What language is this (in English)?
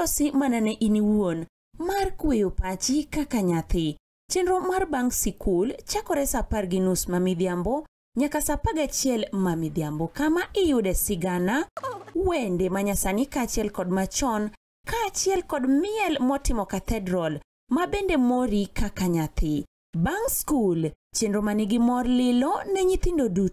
Luo (Kenya and Tanzania)